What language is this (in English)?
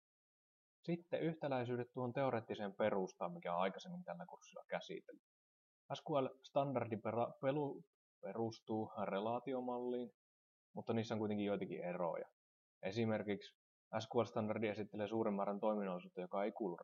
Finnish